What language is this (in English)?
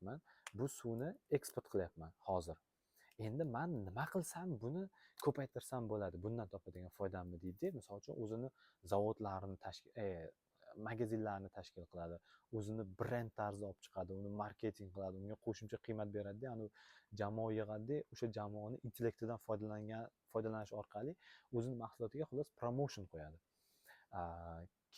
Uzbek